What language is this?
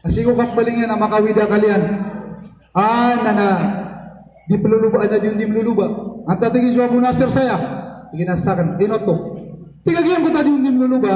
Maranao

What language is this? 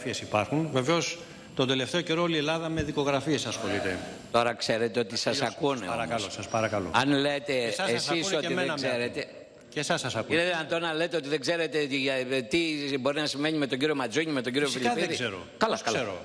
Greek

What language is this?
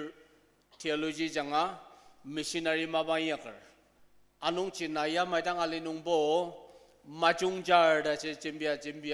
Ao Naga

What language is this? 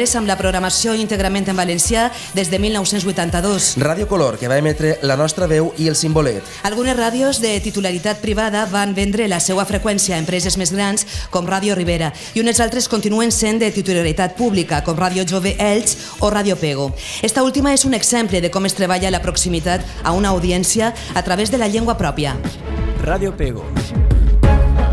Catalan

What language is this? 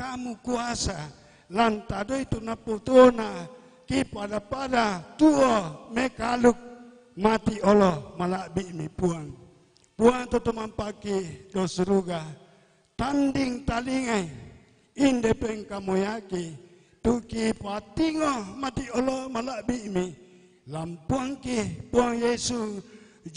Toraja-Sa'dan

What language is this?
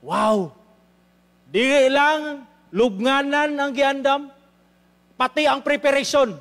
Cebuano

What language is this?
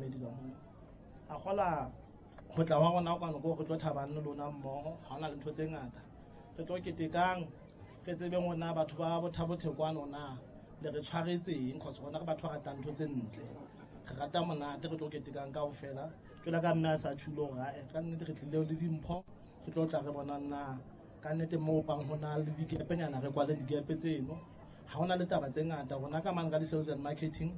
Southern Sotho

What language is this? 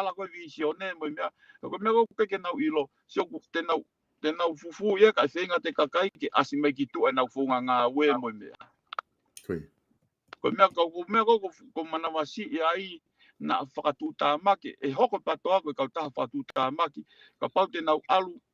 Tongan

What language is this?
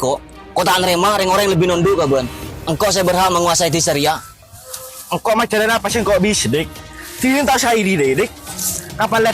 Madurese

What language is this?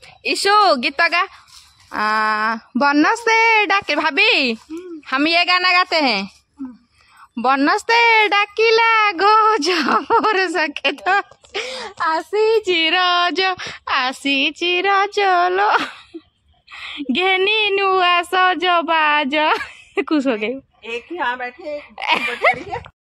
Hindi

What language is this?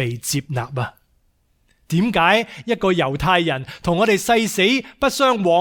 Cantonese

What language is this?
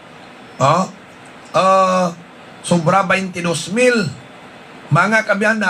Hiligaynon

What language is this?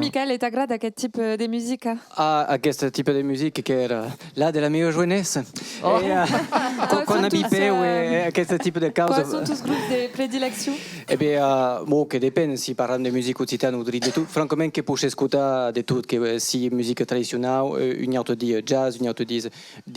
Occitan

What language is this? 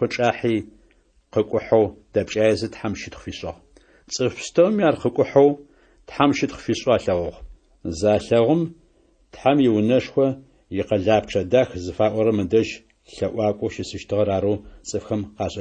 Adyghe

